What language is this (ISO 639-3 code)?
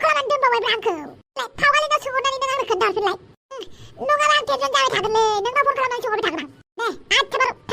brx